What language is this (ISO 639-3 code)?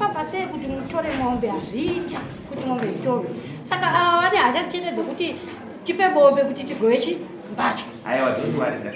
sna